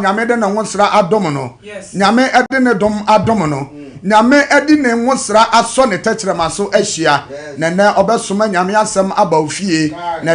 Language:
Akan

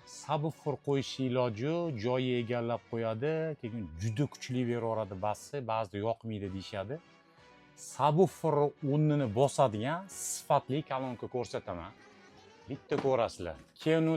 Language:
Uzbek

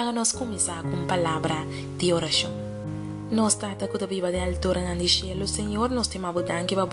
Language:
Papiamento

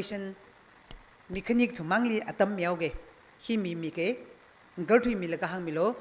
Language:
Tangkhul Naga (India)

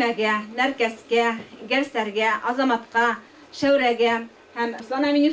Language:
Bashkir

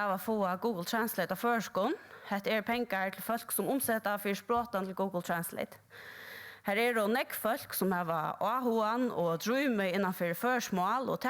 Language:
Faroese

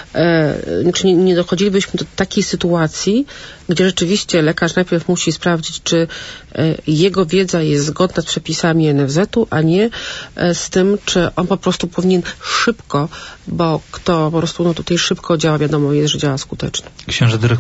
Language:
Polish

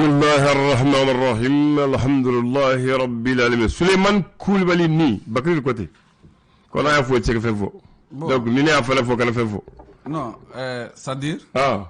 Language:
Bambara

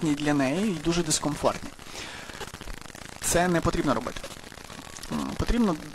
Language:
Ukrainian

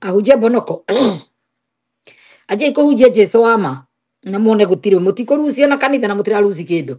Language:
Kikuyu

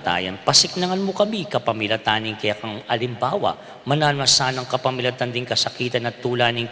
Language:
Pampanga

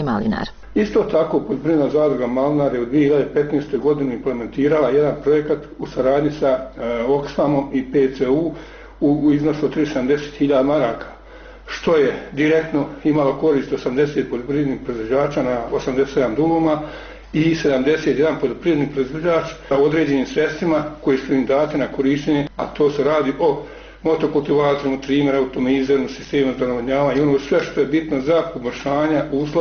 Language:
Bosnian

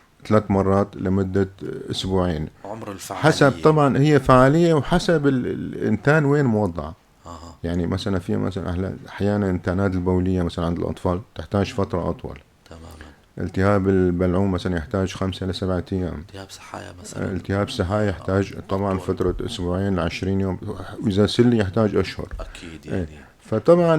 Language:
North Levantine Arabic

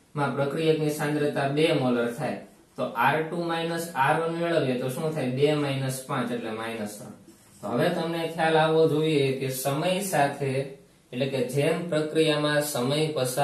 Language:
Gujarati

